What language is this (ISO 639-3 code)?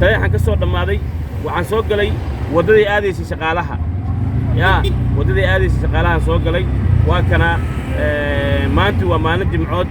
som